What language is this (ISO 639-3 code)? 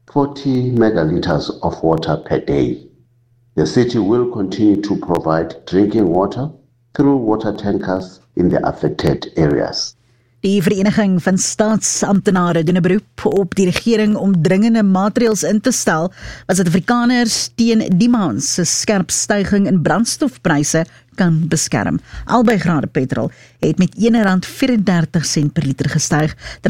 afr